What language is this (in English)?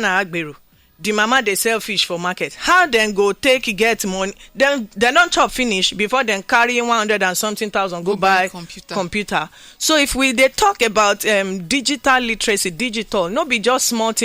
Nigerian Pidgin